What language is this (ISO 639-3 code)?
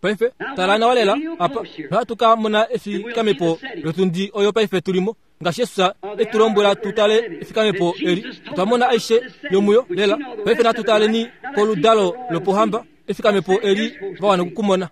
kua